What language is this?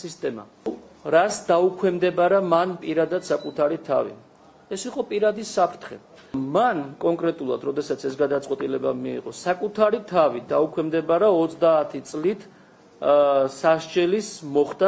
Georgian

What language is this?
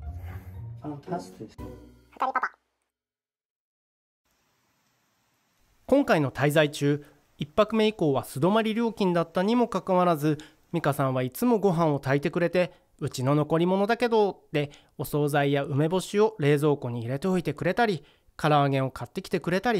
Japanese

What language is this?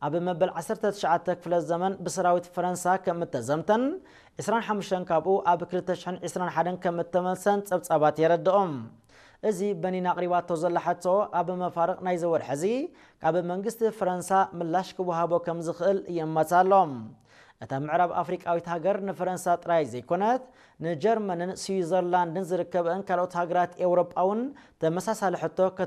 Tigrinya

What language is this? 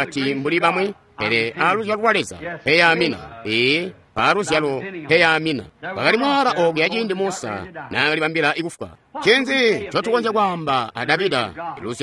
Tonga (Zambia)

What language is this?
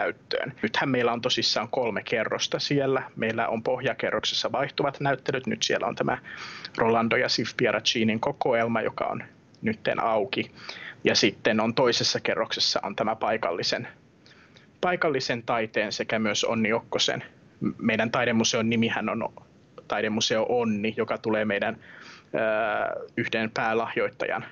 Finnish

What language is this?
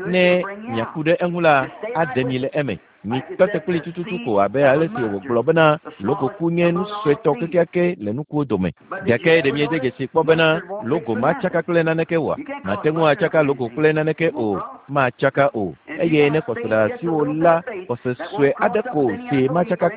Ewe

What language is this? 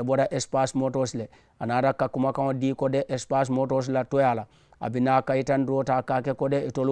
Mandingo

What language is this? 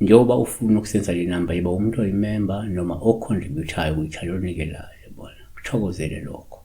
Zulu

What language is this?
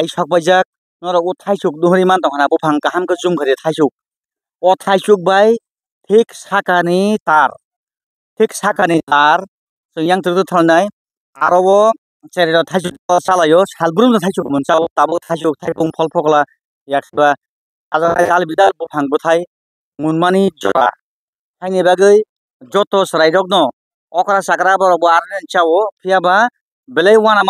Kok Borok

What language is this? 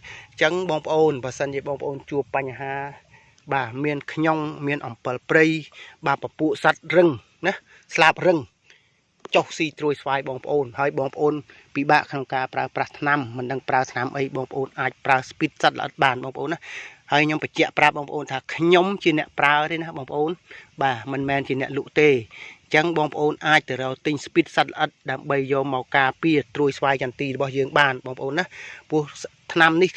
Khmer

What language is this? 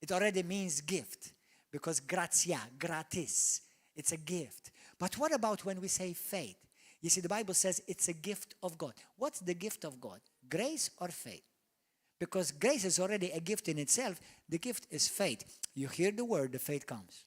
English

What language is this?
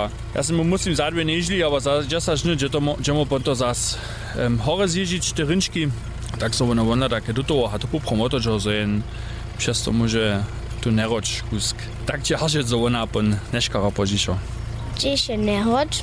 Upper Sorbian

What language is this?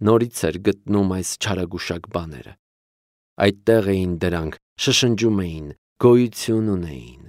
Armenian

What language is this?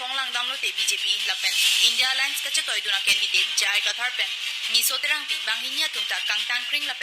Karbi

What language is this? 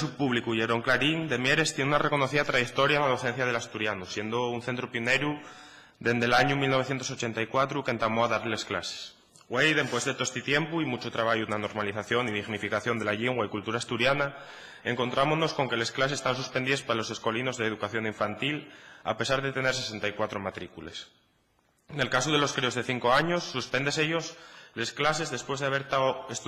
Asturian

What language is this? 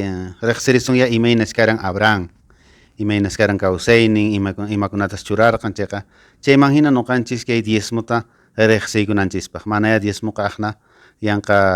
Quechua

